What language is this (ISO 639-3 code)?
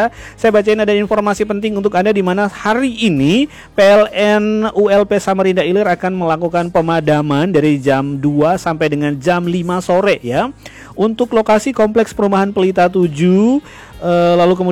ind